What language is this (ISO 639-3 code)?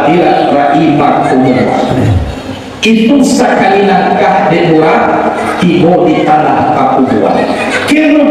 min